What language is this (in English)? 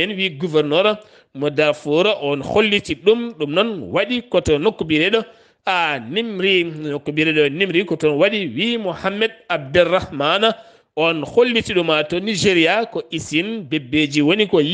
Fula